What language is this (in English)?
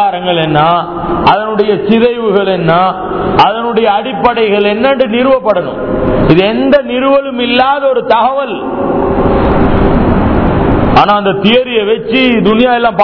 Tamil